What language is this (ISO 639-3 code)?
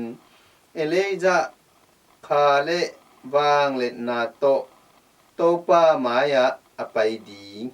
ctd